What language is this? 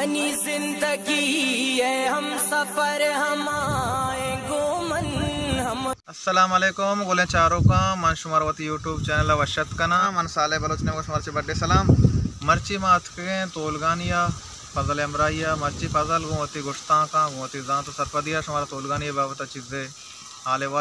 Baluchi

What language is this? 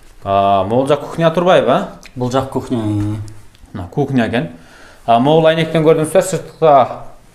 Kyrgyz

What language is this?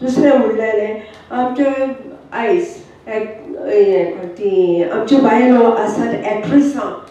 Konkani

